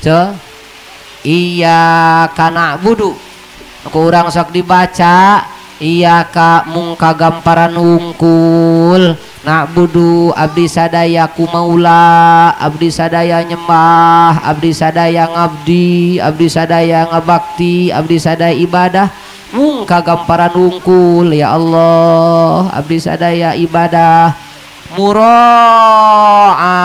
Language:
Sundanese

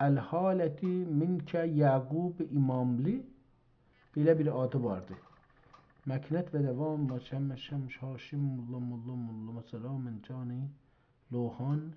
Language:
South Azerbaijani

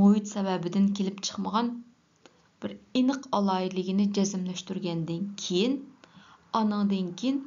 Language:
Uyghur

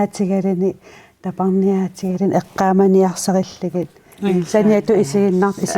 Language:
Kalaallisut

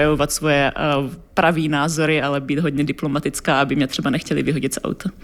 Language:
Czech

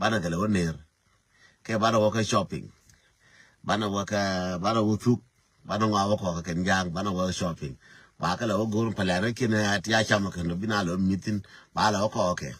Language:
Nuer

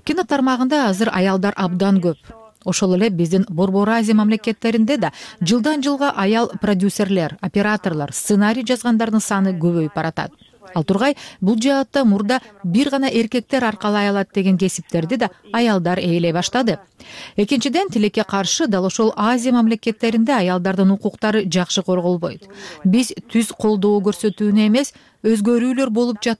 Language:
Kyrgyz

